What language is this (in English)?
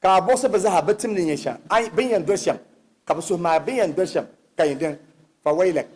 Dagbani